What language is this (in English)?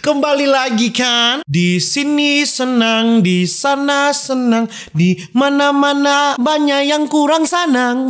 Manado Malay